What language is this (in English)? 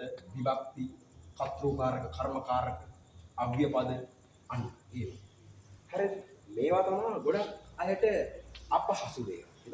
Sinhala